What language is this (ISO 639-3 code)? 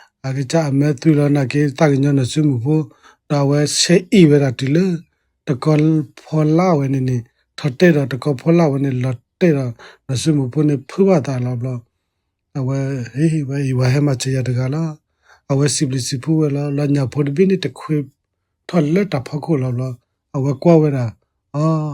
ksw